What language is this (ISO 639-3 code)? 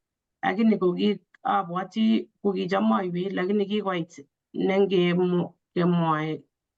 kln